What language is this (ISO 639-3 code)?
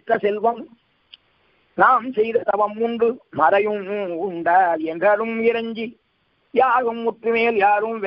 tam